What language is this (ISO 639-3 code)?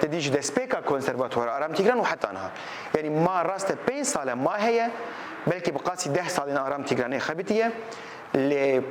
kur